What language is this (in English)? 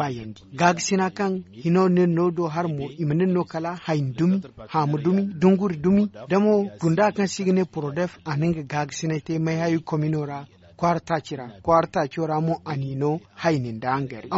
Zarma